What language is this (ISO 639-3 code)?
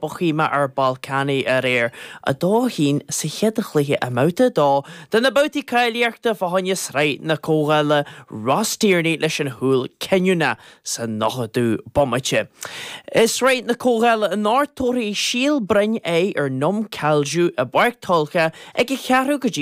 gle